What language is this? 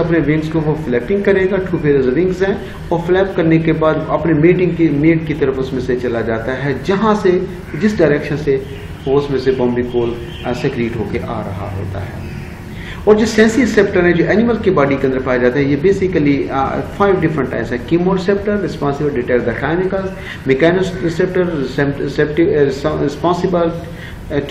Hindi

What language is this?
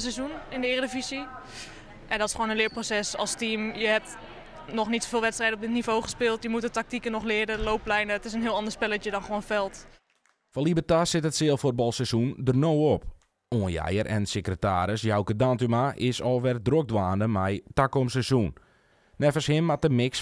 Western Frisian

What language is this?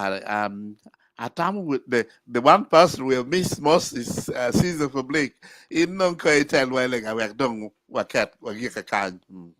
Acoli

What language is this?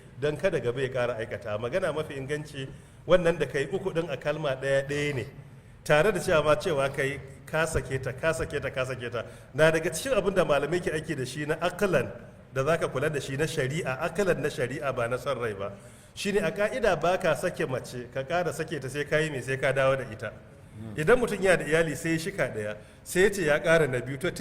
Hausa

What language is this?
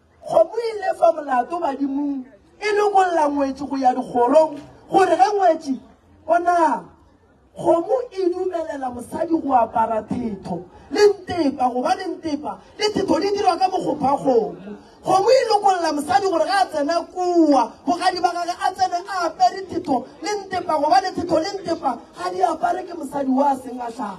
Northern Sotho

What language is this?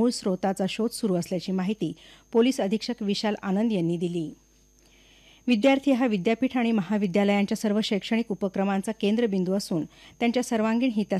Marathi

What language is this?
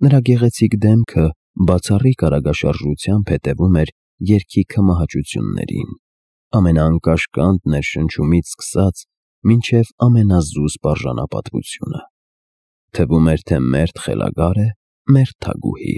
Armenian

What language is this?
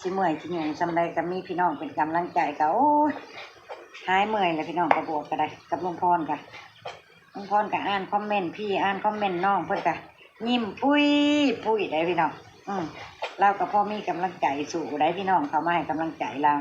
Northeastern Thai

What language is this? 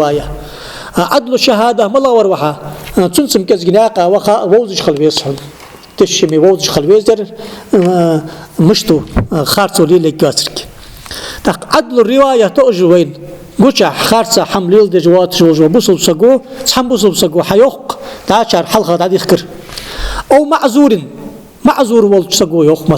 Ingush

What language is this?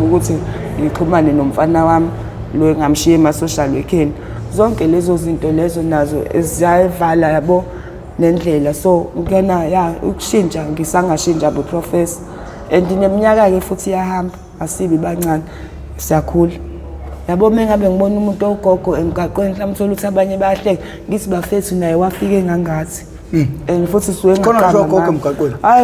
Zulu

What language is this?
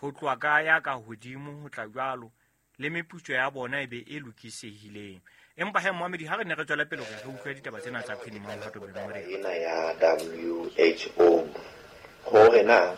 Southern Sotho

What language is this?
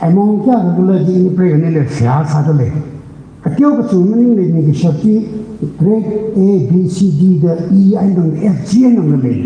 Tangkhul Naga (India)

